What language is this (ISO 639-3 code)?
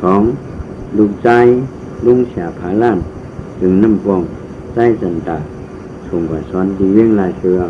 shn